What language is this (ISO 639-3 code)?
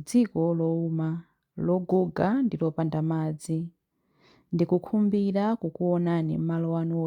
nya